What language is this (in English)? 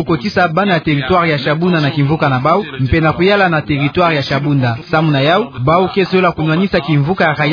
Kituba (Democratic Republic of Congo)